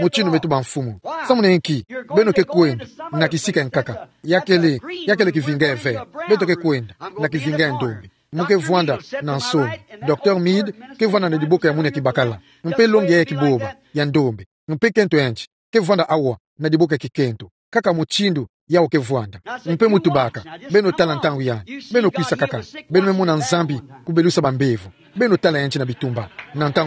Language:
Kituba (Democratic Republic of Congo)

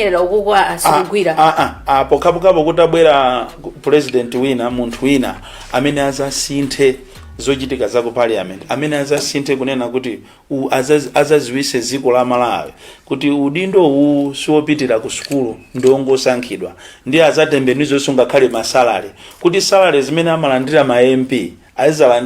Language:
Nyanja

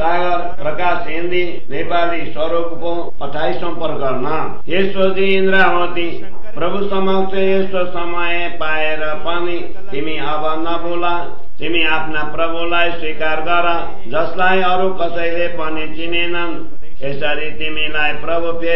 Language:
Nepali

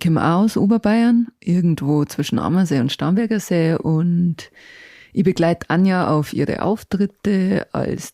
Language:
Bavarian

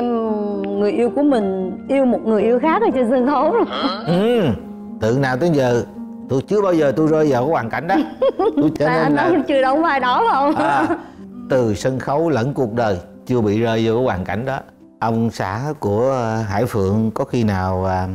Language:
Vietnamese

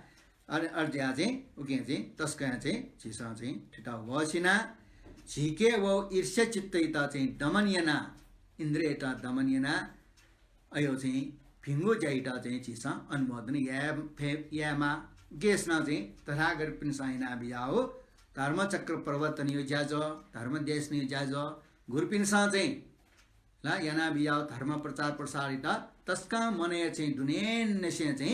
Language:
Newari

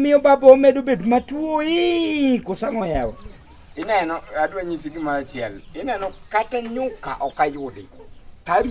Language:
Luo (Kenya and Tanzania)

